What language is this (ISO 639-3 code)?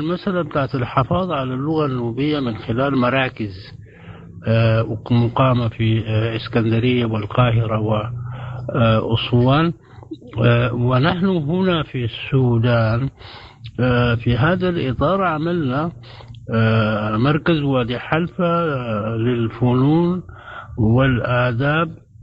apd